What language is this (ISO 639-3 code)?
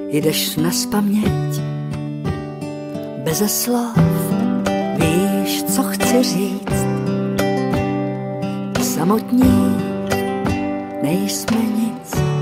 ces